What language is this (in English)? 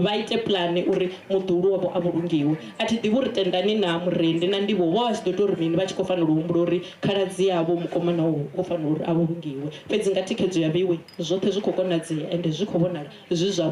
Venda